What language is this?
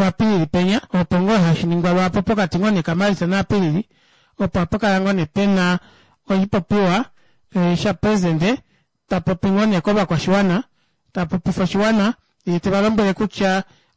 Kuanyama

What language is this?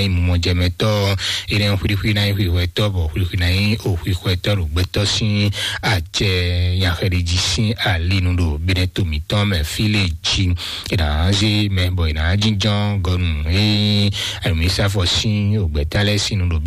Fon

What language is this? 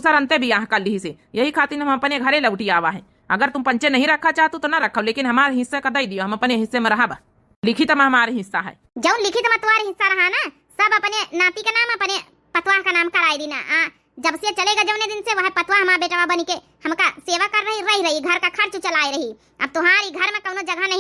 Awadhi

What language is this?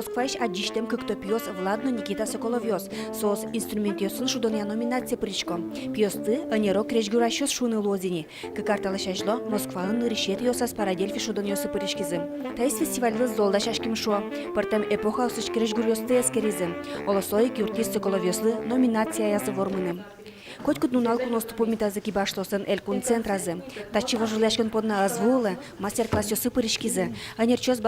Udmurt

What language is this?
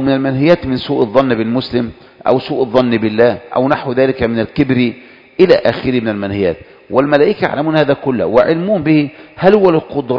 Arabic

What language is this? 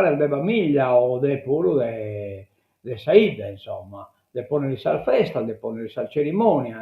Sardinian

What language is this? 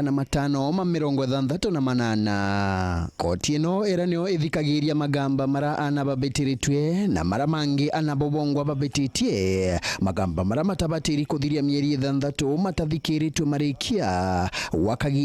Meru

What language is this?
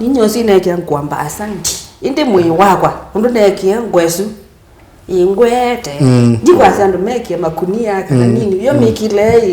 Kamba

